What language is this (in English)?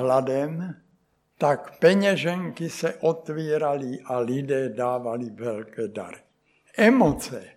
Czech